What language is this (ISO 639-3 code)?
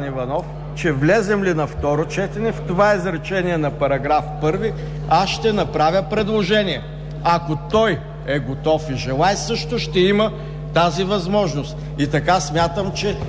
bul